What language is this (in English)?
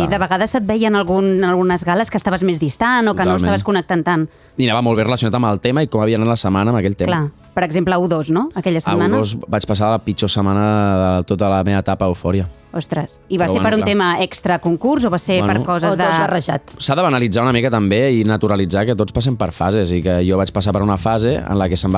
Catalan